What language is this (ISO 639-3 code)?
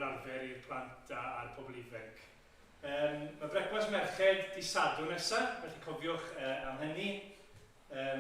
cym